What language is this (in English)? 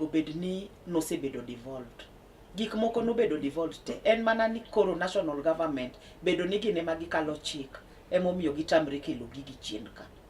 Luo (Kenya and Tanzania)